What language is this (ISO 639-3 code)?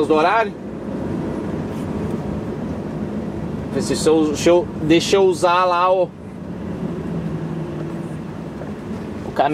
por